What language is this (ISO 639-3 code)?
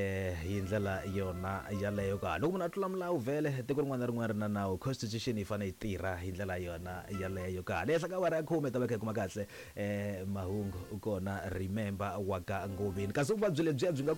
tso